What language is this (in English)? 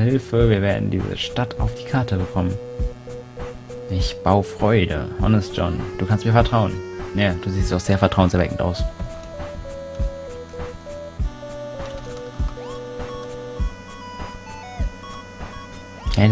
German